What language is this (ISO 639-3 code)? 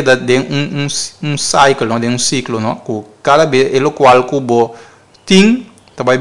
pap